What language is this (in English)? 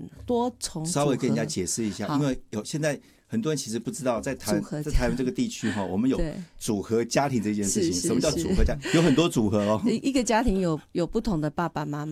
Chinese